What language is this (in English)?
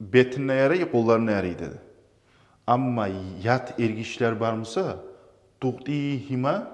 Kumyk